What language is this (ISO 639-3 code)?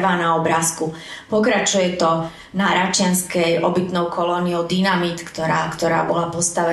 slk